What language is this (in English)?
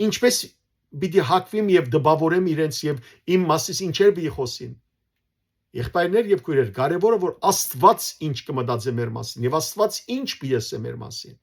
Western Armenian